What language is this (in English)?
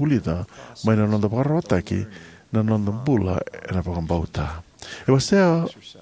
Fijian